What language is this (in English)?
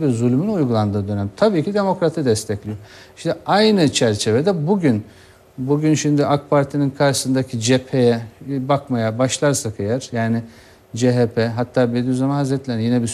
Turkish